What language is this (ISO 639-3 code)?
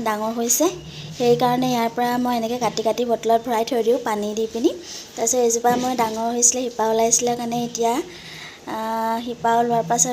asm